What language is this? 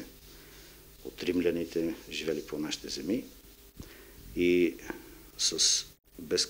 Bulgarian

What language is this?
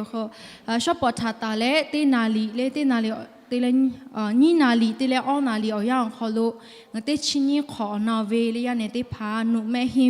Lahu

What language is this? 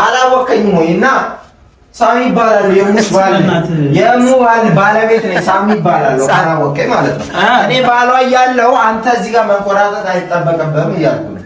Amharic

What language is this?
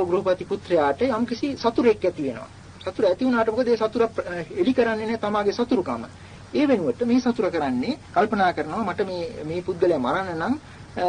Sinhala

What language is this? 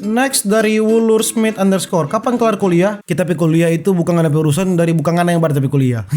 Manado Malay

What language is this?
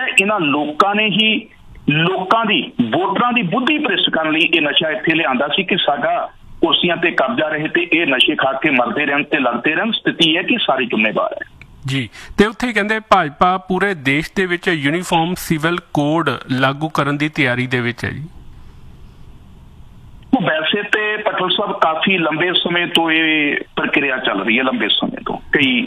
Punjabi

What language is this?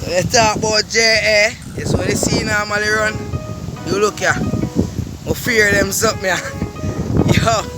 Jamaican Creole English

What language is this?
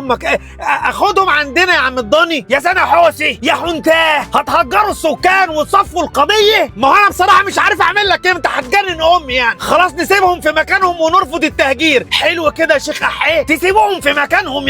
Egyptian Arabic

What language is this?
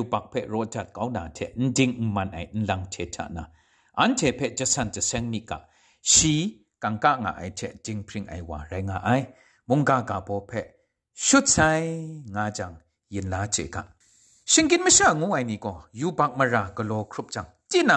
Kachin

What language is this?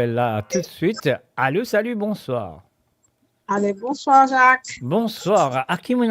Morisyen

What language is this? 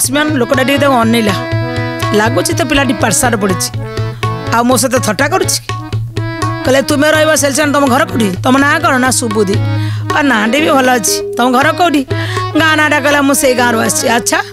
Odia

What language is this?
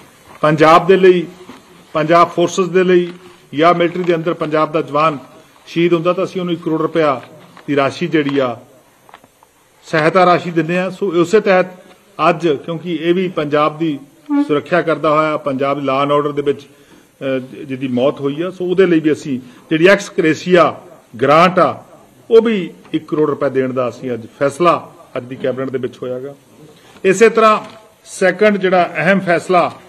Punjabi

